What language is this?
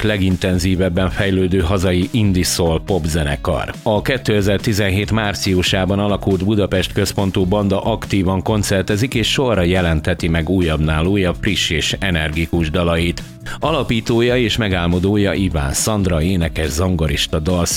Hungarian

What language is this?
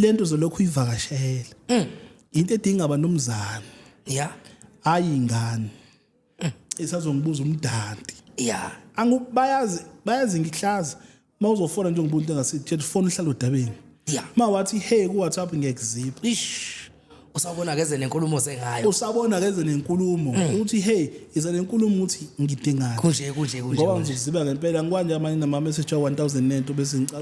Zulu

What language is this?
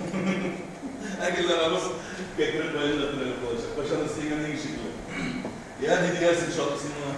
Tatar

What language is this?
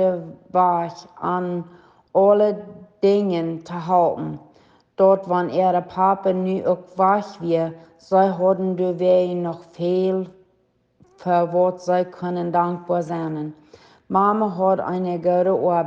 Plautdietsch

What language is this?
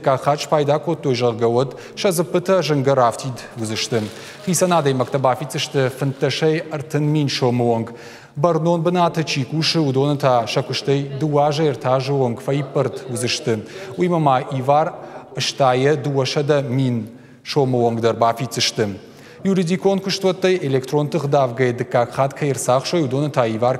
Ossetic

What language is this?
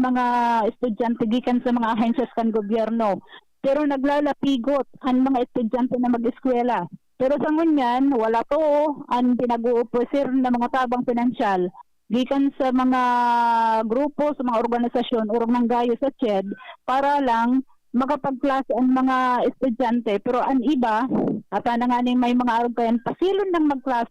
Bikol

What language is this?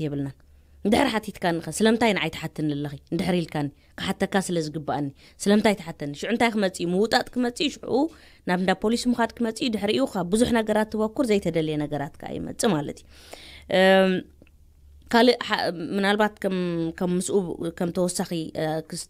Tigrinya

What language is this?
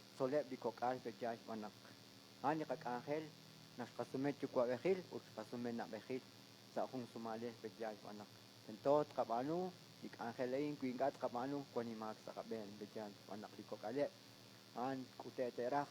Kekchí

